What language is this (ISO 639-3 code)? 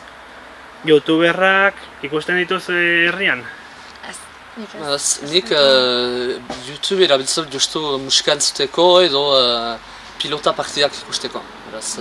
eus